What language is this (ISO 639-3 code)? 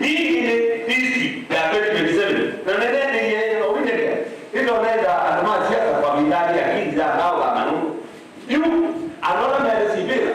kam